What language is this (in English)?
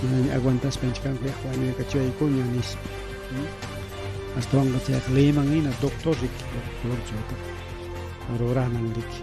Ayacucho Quechua